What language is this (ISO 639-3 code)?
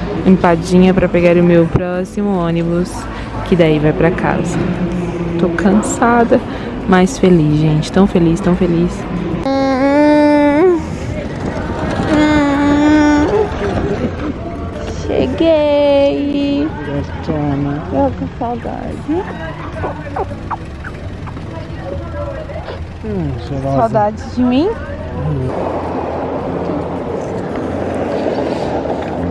por